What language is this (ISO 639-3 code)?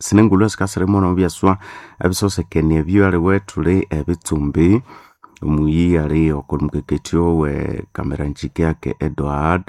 nnb